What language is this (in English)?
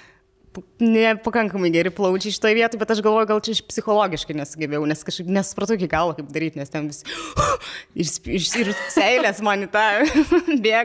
Lithuanian